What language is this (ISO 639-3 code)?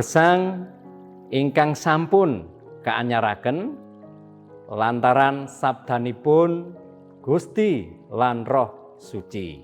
jav